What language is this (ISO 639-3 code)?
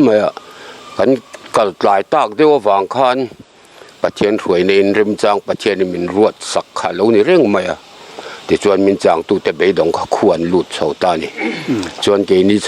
lus